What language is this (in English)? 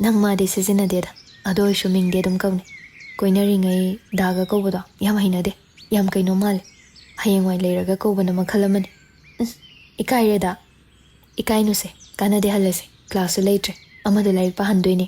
Manipuri